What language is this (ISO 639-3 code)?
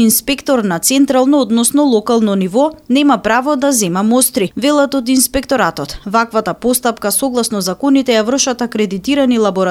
mkd